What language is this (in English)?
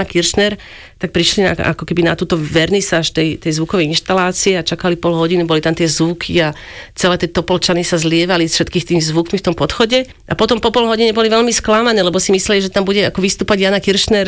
Slovak